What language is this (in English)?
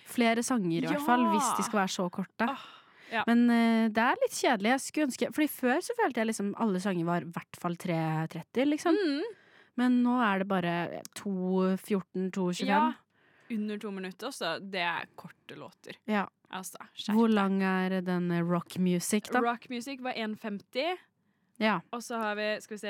Norwegian